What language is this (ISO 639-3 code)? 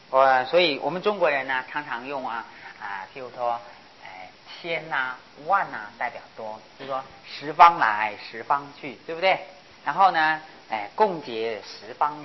zho